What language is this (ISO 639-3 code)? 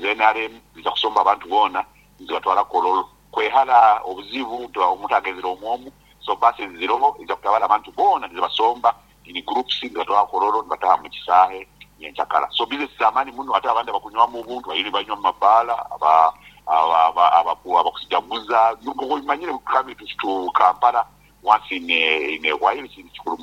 nyo